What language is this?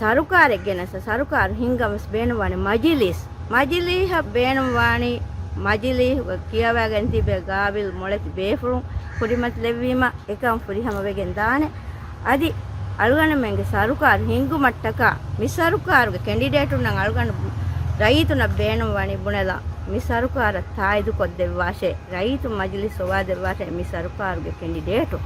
Divehi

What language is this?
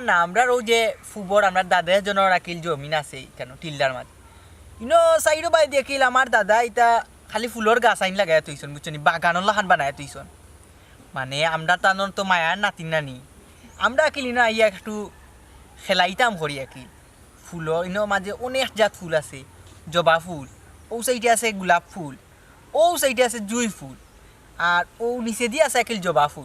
Sylheti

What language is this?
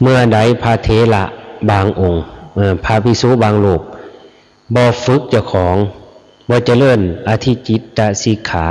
Lao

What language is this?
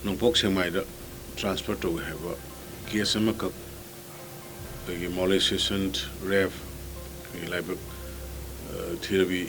Manipuri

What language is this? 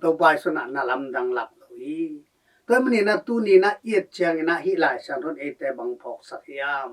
Tedim Chin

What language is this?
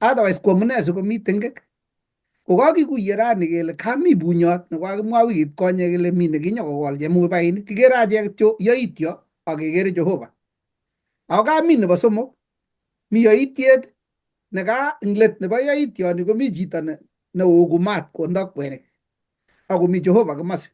Kalenjin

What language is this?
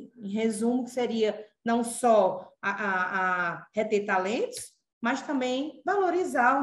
Portuguese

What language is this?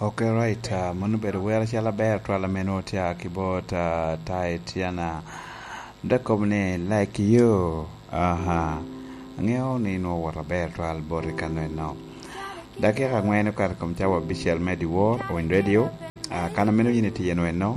Lango (Uganda)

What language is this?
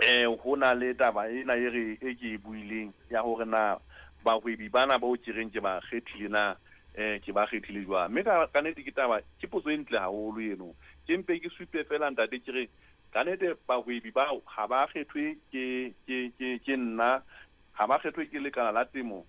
Southern Sotho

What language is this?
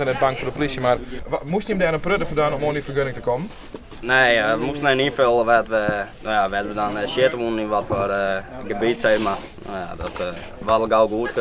Western Frisian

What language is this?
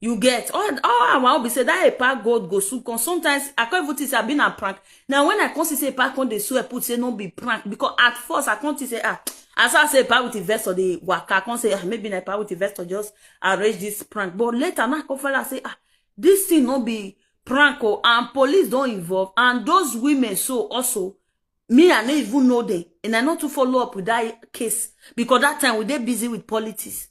Nigerian Pidgin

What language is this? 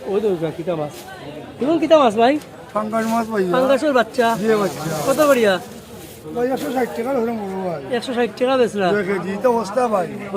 Sylheti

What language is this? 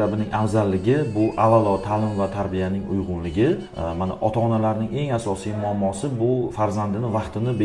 Uzbek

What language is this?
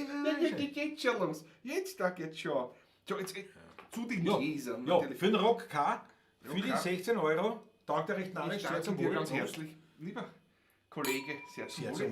Bavarian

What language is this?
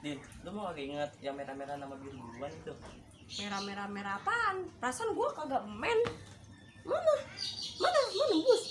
Betawi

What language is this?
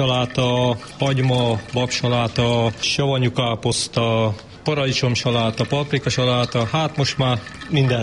Hungarian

